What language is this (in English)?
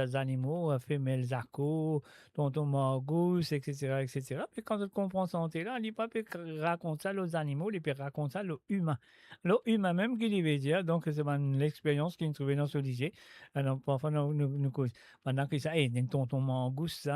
Morisyen